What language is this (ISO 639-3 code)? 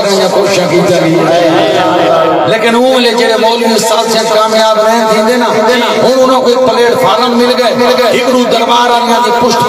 skr